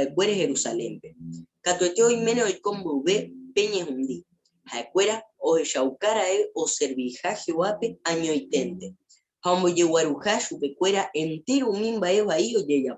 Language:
Guarani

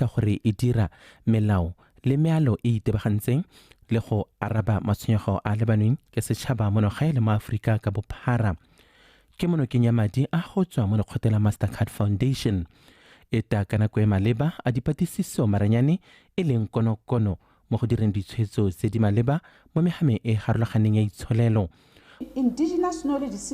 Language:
Tswana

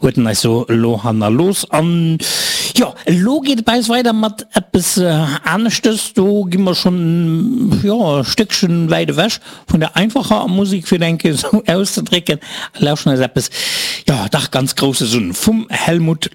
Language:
Luxembourgish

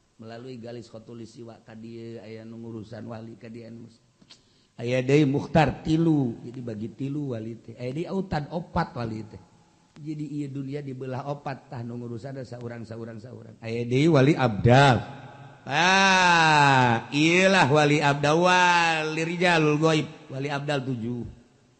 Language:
Sundanese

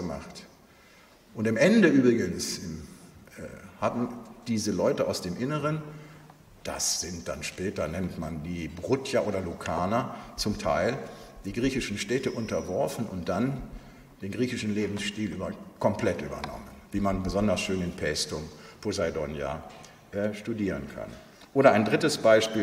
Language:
German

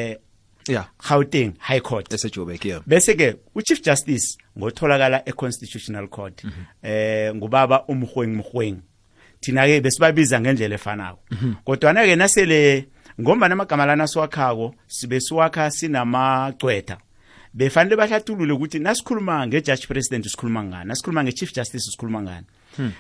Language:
South Ndebele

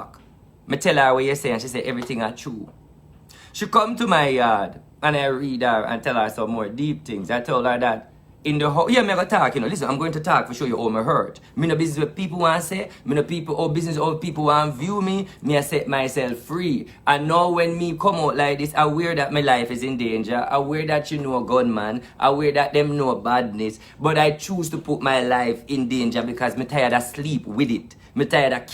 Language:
Jamaican Creole English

